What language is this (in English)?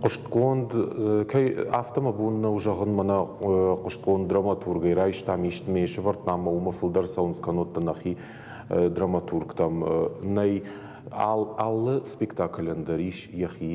Ossetic